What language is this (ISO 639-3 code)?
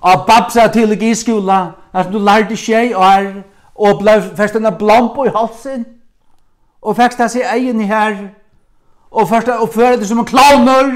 fao